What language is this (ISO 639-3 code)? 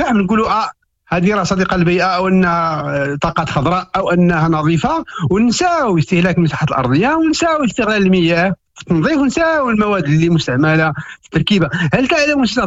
ary